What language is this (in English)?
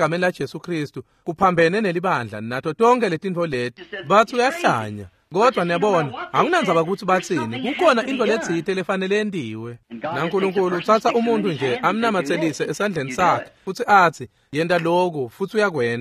Swati